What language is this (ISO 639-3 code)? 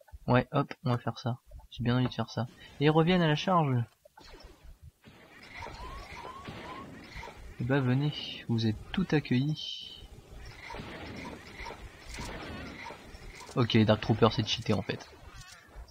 fra